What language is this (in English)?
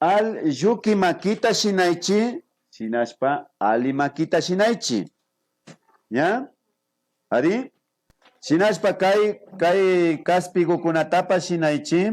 Imbabura Highland Quichua